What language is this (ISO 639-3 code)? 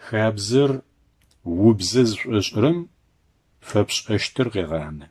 ady